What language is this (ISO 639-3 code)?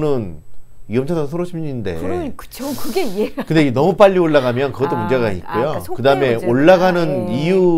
kor